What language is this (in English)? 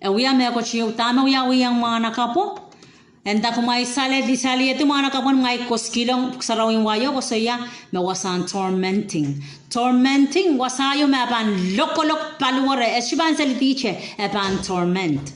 Pohnpeian